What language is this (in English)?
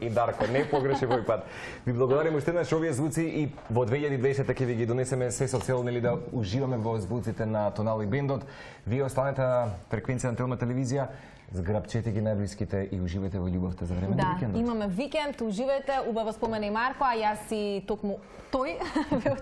Macedonian